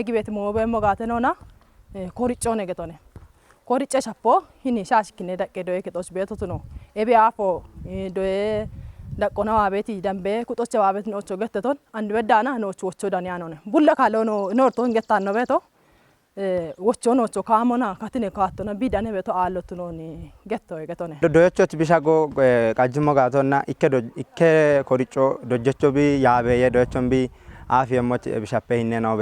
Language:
Kafa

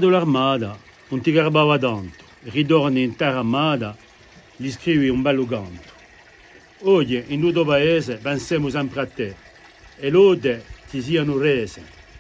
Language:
Corsican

